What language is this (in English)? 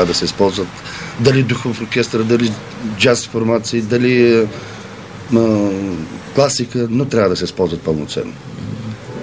Bulgarian